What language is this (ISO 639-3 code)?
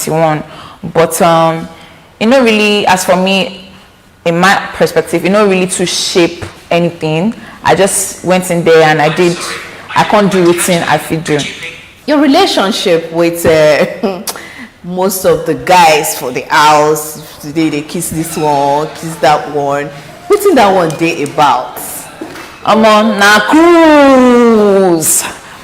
pcm